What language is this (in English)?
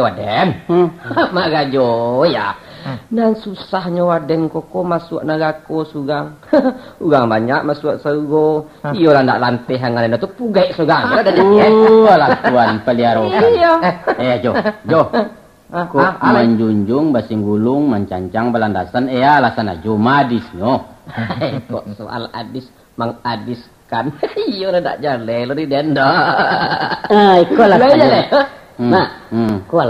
Minangkabau